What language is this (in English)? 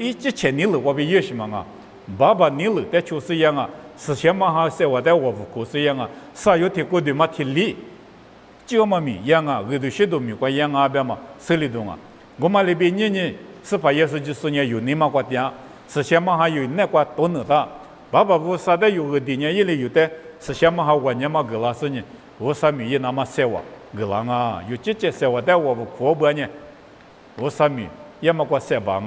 Lisu